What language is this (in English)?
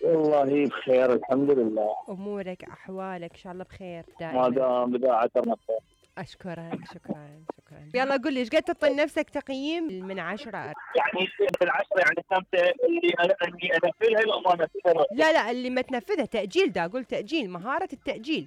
Mesopotamian Arabic